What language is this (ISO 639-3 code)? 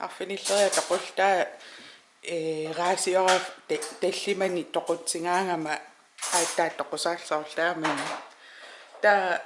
kal